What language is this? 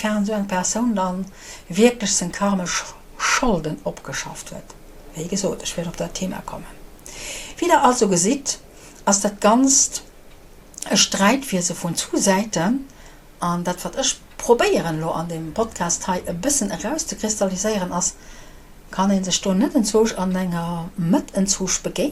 Luxembourgish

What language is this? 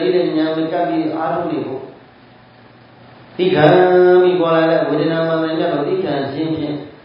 Burmese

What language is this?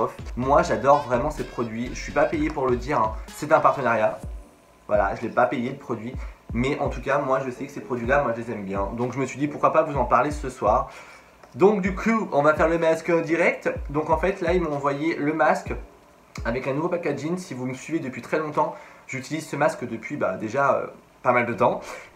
French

